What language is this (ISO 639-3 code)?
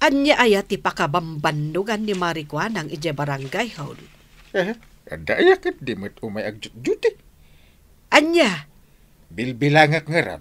ilo